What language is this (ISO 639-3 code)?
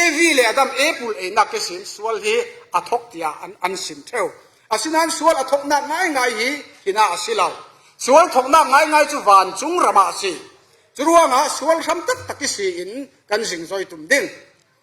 cfm